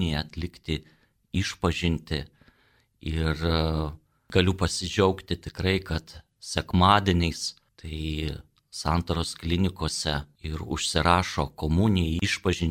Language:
Lithuanian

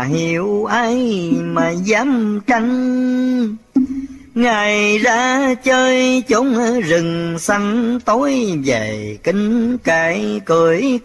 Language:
Vietnamese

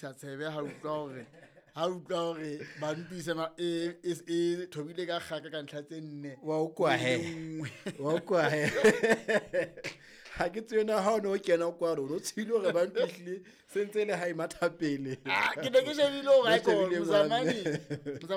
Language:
Southern Sotho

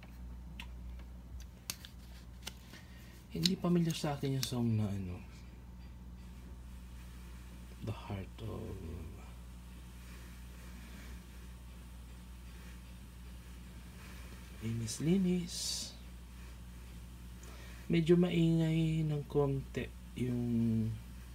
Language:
Filipino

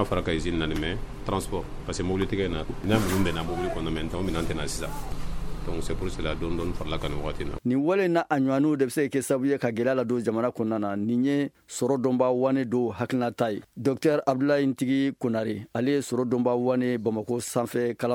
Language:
Bambara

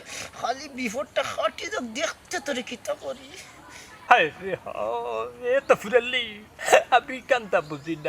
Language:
Sylheti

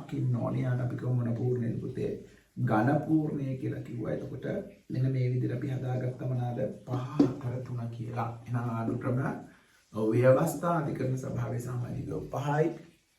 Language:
Sinhala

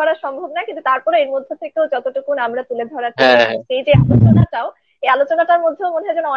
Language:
Bangla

